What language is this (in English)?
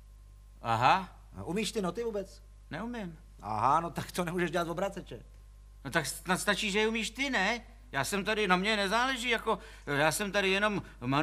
Czech